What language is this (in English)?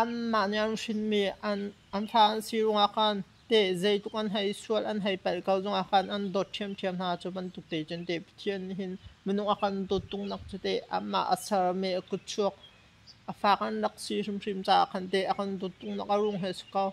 Hakha Chin